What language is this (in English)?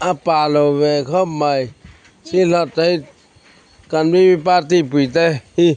Mizo